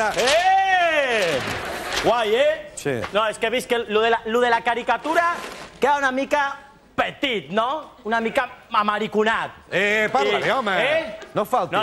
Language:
Catalan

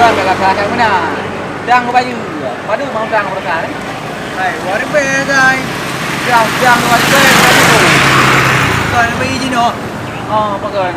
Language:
Achinese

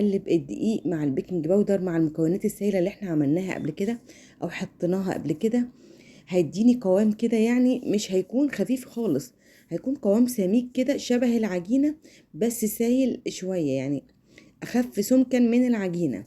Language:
Egyptian Arabic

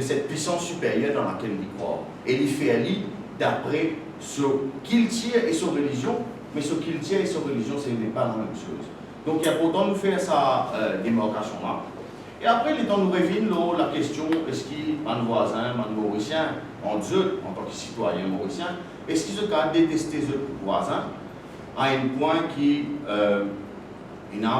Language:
Morisyen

